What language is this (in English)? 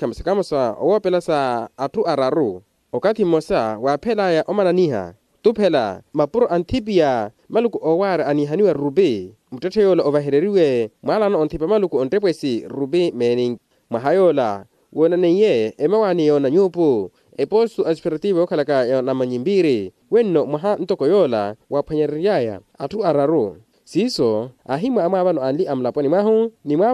Makhuwa